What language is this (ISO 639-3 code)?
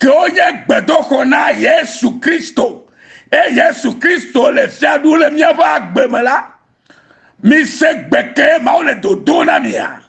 ewe